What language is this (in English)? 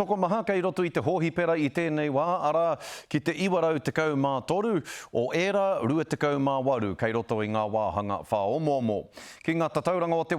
Māori